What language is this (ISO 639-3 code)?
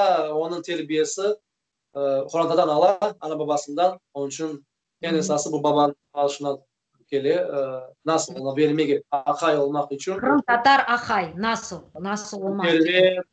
crh